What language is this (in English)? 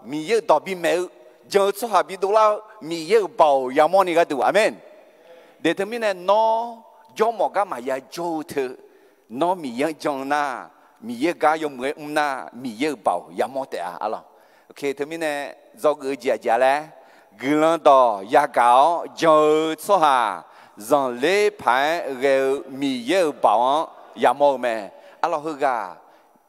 Akha